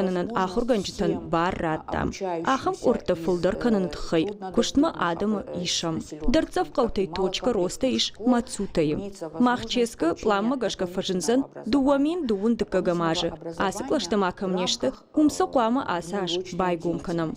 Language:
Ossetic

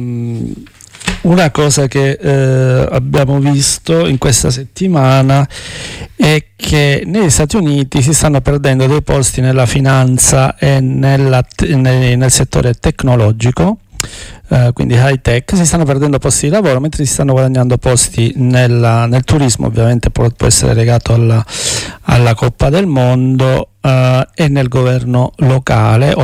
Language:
Italian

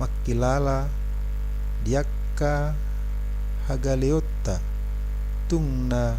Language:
Batak Toba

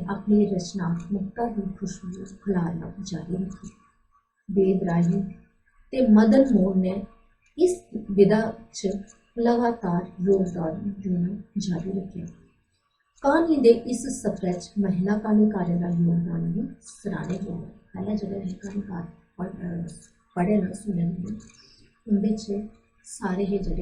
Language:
Dogri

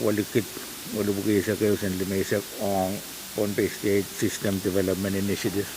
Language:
Pohnpeian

